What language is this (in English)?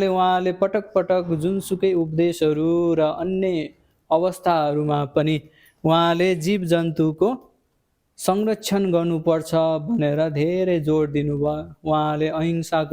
Nepali